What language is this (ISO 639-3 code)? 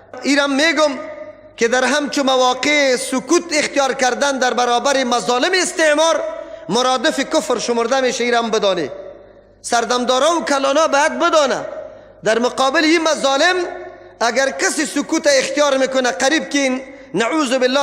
fas